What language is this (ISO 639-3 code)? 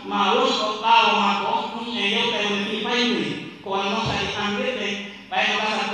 ful